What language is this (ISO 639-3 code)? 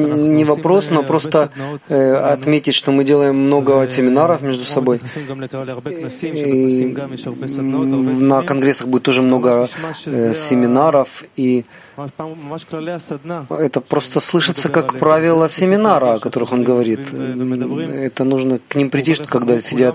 rus